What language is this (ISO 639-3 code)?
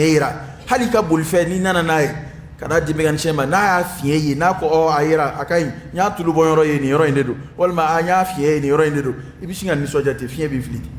dyu